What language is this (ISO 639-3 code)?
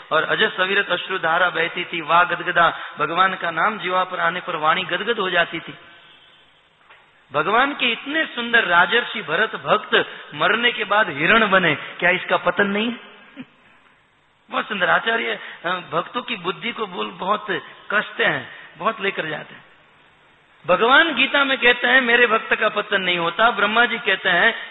hin